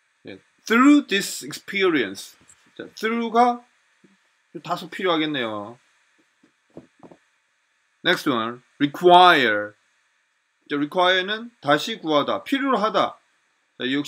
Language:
Korean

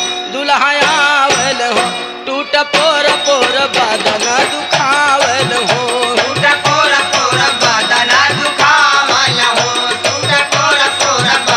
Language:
Bhojpuri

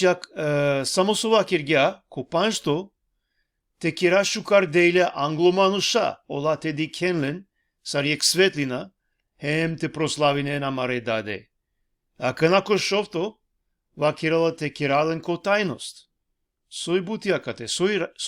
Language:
Balkan Romani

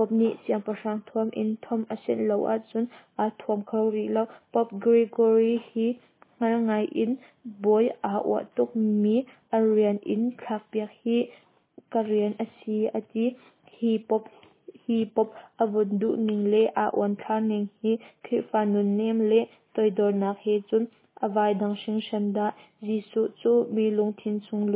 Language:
Hakha Chin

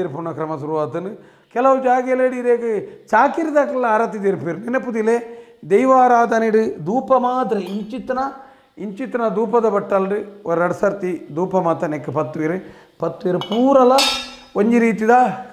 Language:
Tulu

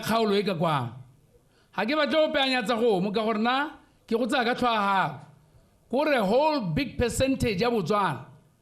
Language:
Tswana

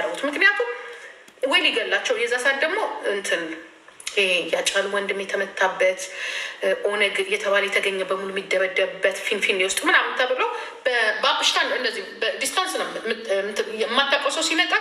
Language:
Amharic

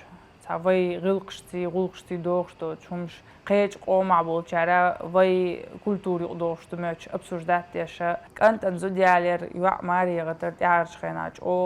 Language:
Chechen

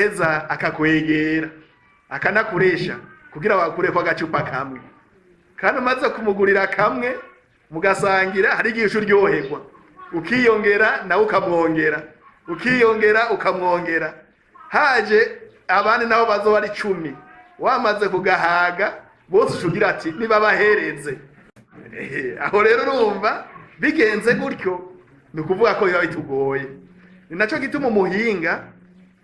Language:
Rundi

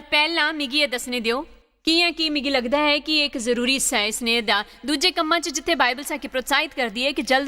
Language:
Dogri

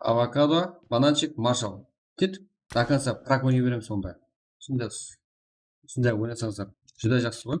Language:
Kara-Kalpak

